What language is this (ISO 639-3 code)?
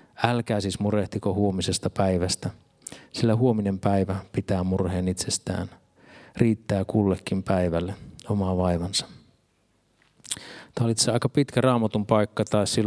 fin